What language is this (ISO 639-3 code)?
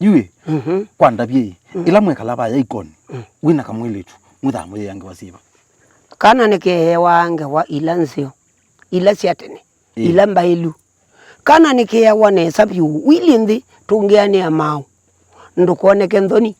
kam